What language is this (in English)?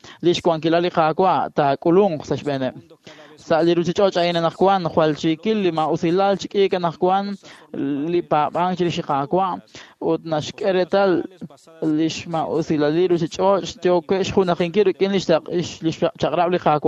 Kekchí